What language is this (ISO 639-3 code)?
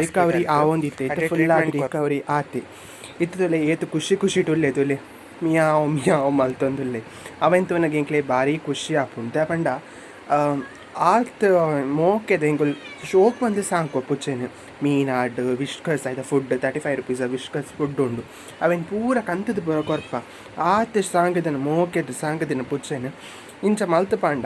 tcy